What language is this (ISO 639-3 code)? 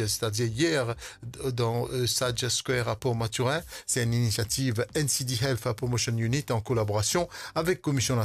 mfe